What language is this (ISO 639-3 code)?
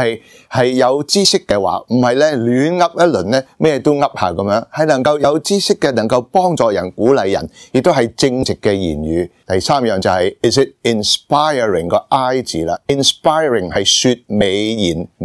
yue